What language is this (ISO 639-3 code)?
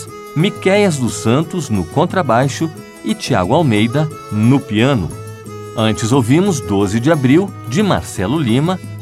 por